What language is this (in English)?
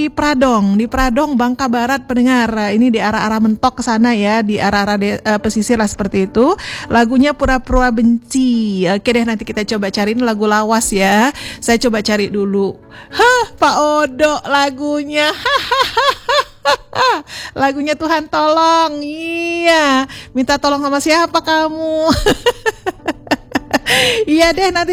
Indonesian